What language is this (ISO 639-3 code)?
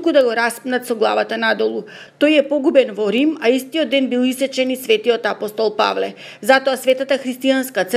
mkd